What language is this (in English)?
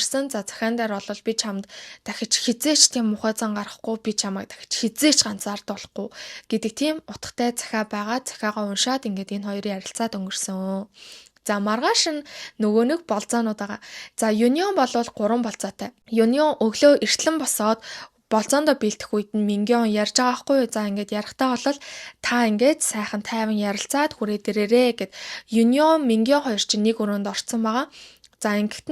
Mongolian